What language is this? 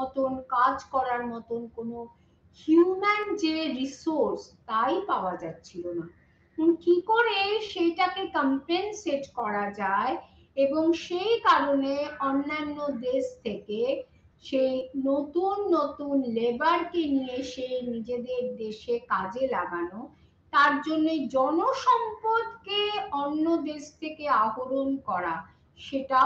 Bangla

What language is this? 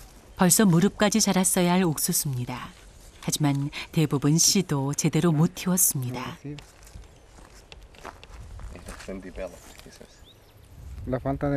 Korean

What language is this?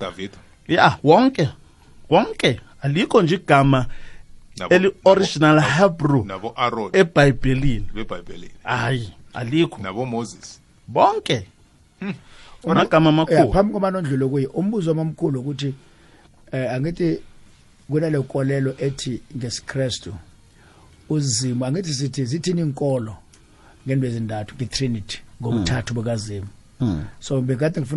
South Ndebele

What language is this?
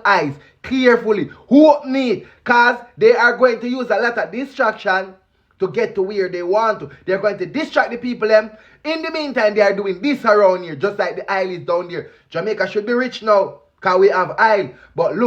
Jamaican Creole English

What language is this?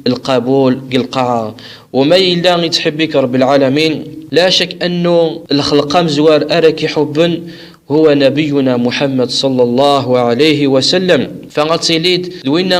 Kabyle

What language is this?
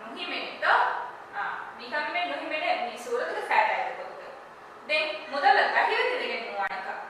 Divehi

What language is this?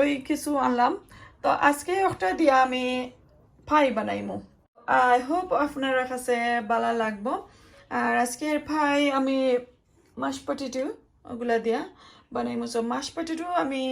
Sylheti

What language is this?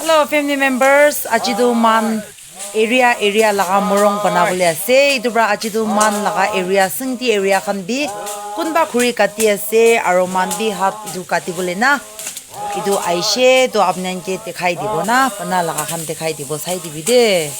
Naga Pidgin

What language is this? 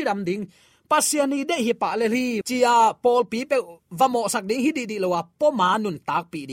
Tedim Chin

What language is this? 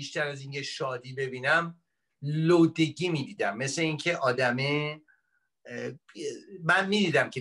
Persian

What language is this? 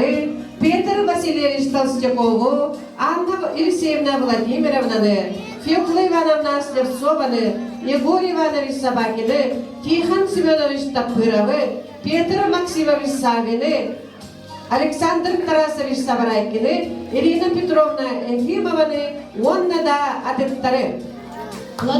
Yakut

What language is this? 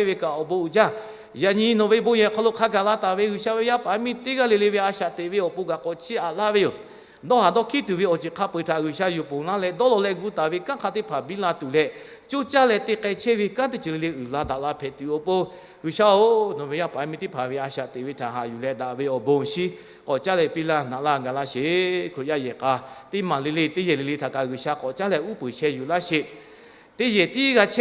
Lahu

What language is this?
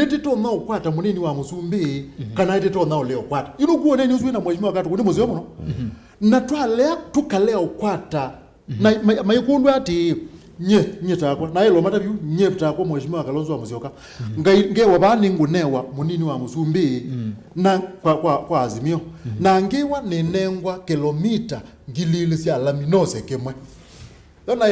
Kamba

